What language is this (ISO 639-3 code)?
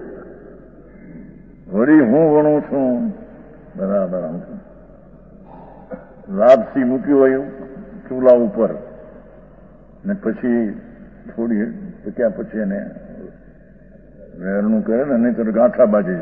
guj